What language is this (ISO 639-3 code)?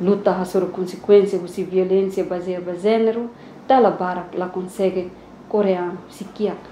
tet